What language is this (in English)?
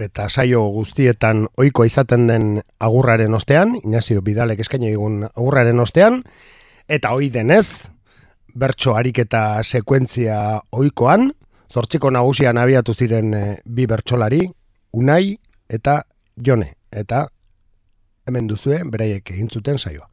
Basque